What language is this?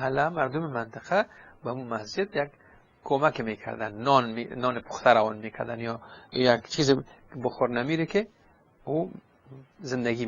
Persian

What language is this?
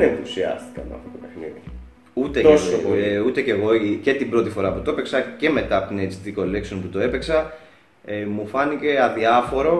Greek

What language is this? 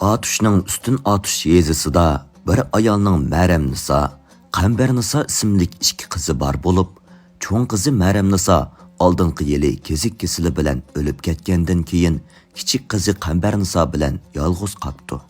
Uyghur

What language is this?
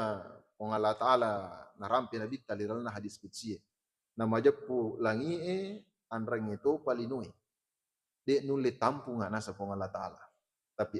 Buginese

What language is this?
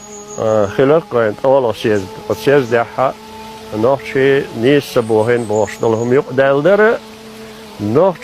Chechen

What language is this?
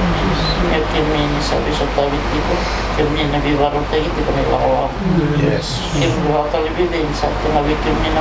Fijian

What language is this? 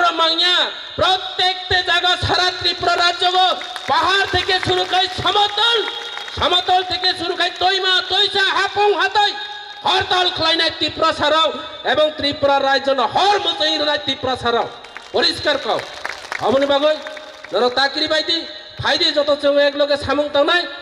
Kok Borok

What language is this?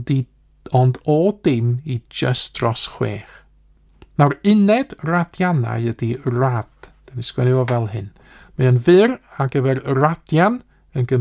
Welsh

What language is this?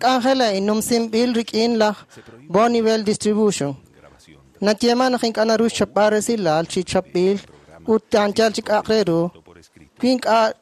Kekchí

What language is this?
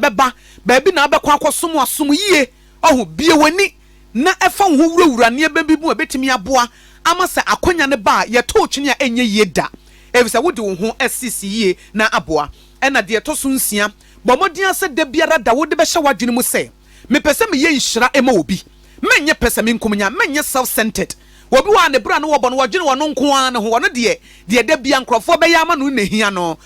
Akan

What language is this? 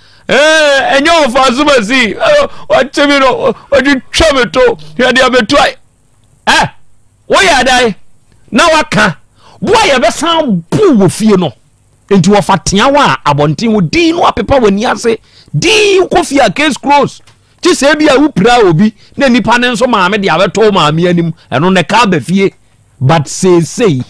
Akan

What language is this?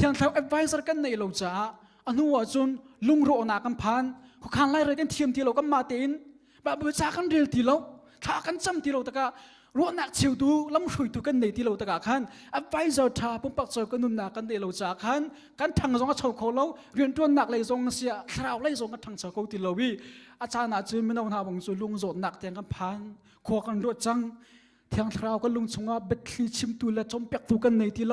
Hakha Chin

